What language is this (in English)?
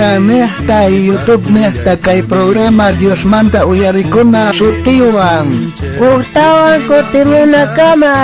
South Bolivian Quechua